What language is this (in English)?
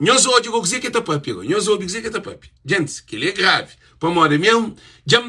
Kabuverdianu